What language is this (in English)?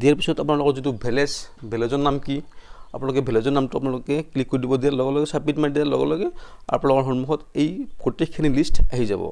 Assamese